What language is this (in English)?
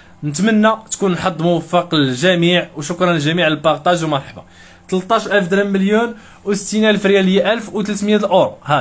Moroccan Arabic